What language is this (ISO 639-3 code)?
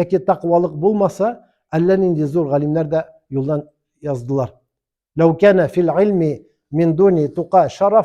tat